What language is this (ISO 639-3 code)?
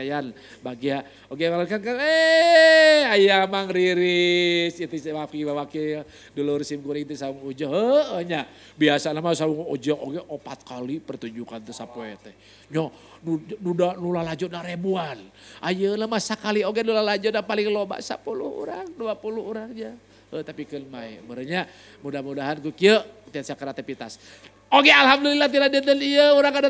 sun